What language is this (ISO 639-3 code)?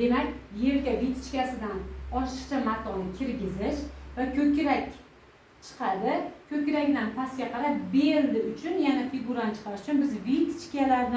uzb